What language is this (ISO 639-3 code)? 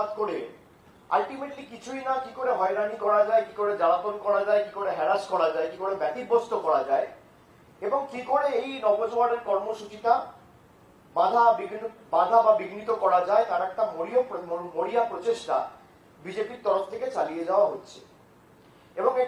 ben